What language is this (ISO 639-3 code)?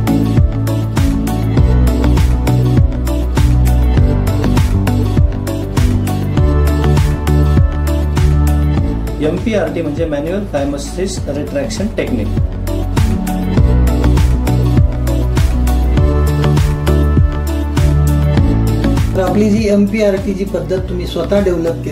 mar